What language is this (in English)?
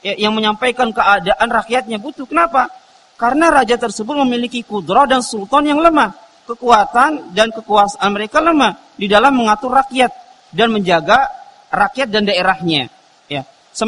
Indonesian